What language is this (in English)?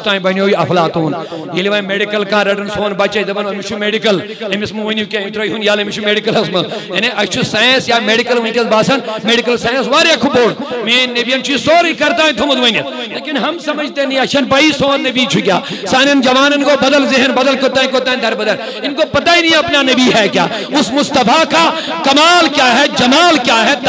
Kashmiri